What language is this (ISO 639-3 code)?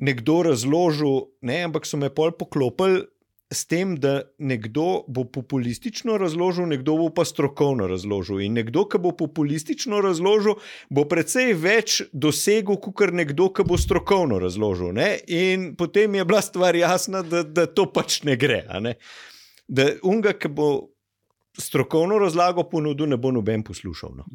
slv